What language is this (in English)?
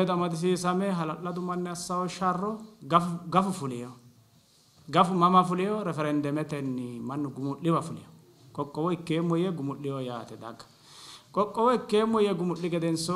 Sidamo